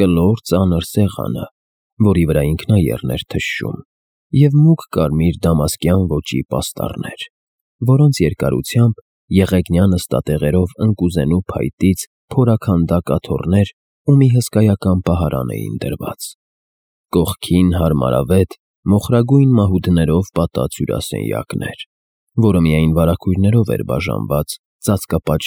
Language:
Armenian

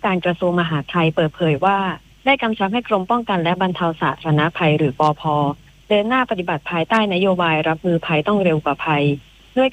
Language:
Thai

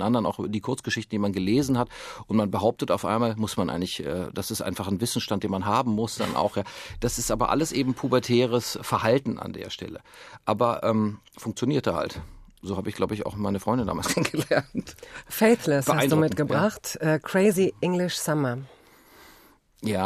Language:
German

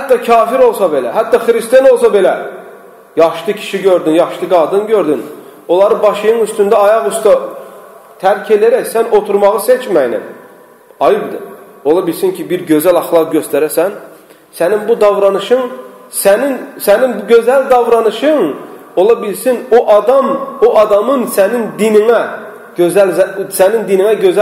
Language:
Azerbaijani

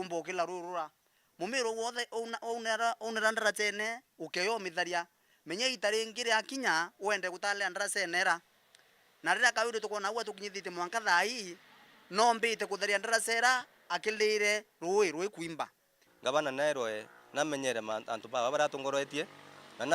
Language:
Meru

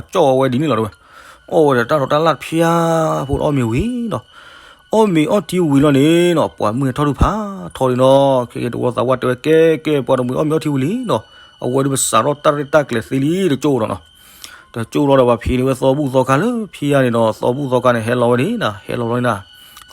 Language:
S'gaw Karen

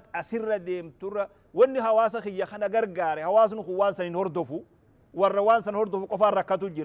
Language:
Oromo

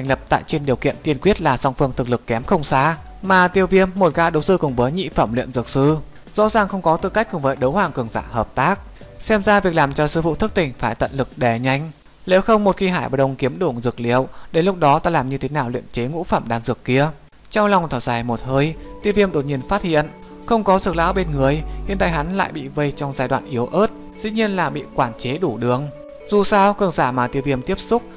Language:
Vietnamese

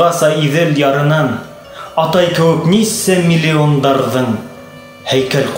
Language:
Bashkir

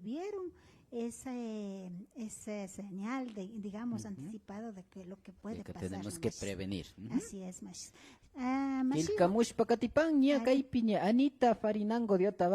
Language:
Imbabura Highland Quichua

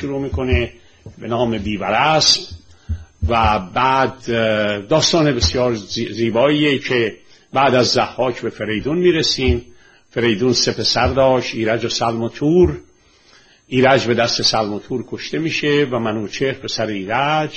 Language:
Persian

